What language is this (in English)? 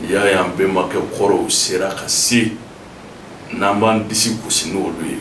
Bambara